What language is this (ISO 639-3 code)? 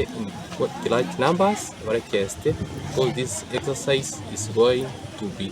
guz